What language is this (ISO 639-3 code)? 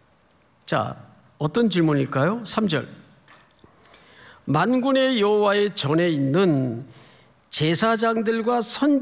kor